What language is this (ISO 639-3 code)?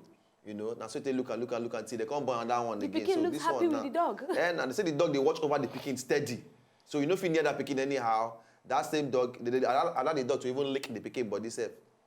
pcm